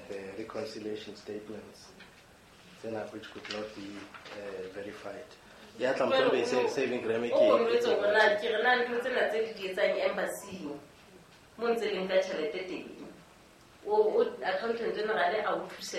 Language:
Southern Sotho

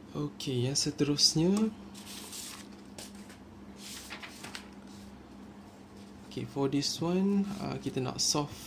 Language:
Malay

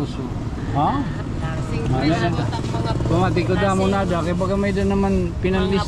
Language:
Waray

